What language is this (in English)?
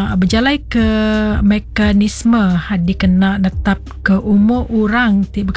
Iban